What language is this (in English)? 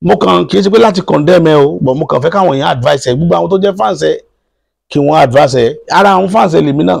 Yoruba